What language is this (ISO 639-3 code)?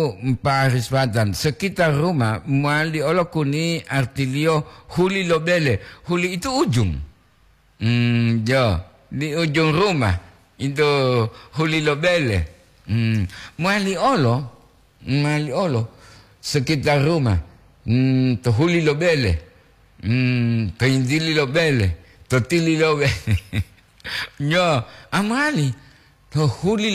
gor